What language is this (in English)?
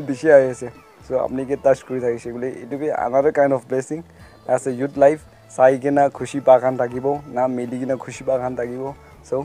Naga Pidgin